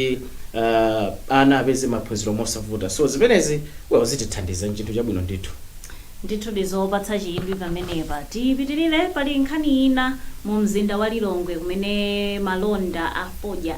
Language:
Nyanja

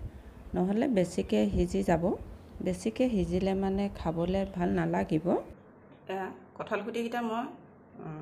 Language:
Assamese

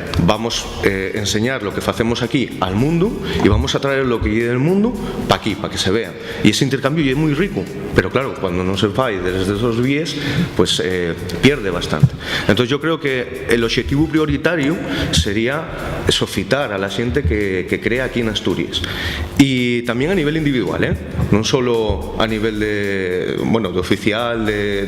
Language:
Asturian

